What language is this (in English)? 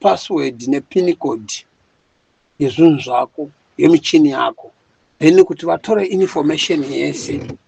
Shona